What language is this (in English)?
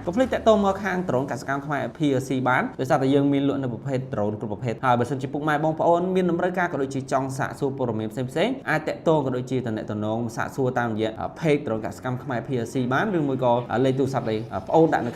Khmer